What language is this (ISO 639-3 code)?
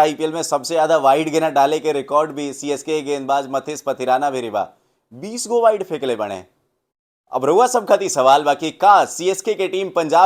bho